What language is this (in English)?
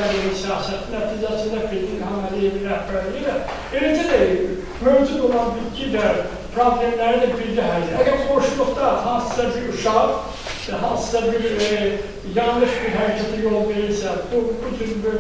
Azerbaijani